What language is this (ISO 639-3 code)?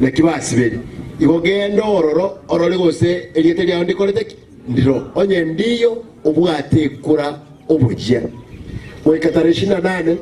guz